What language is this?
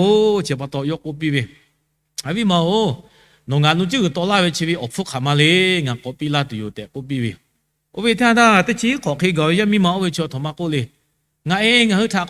Lahu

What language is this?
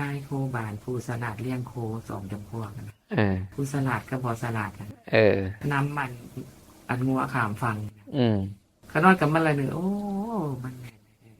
Northeastern Thai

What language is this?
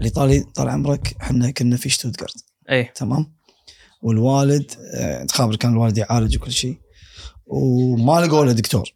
Gulf Arabic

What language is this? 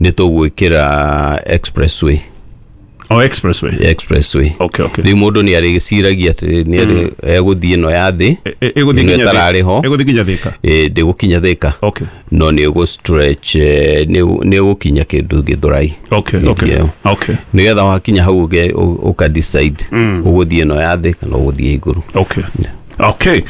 Kikuyu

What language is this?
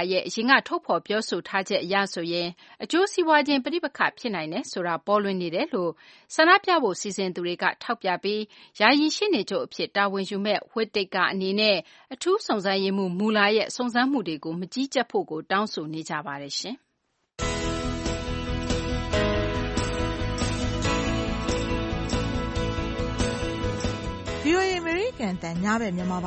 Burmese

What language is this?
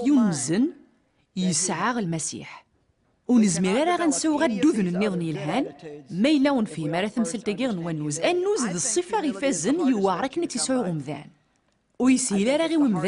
Kabyle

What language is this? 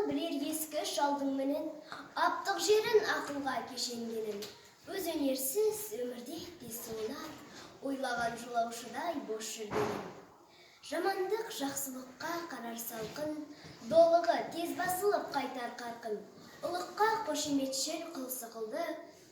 Kazakh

